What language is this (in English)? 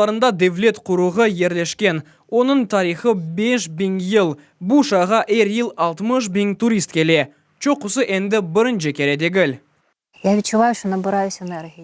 Crimean Tatar